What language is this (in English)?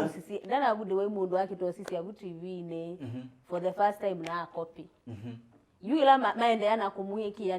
Kamba